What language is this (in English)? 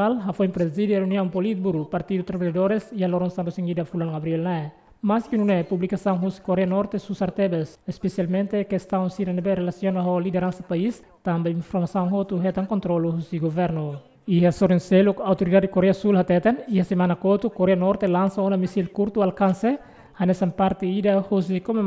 Tetum